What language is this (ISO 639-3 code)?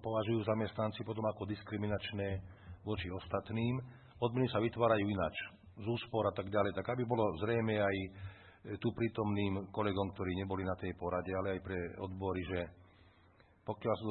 slk